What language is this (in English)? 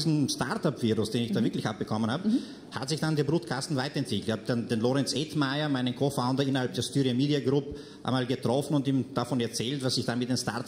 German